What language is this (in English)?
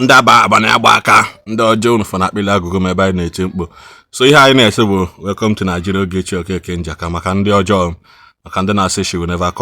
Igbo